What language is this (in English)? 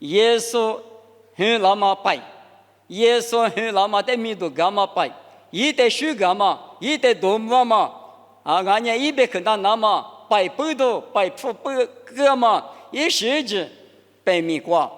Lisu